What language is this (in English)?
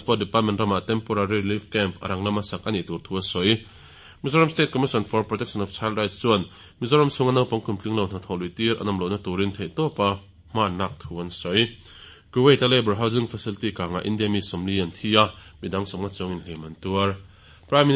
Mizo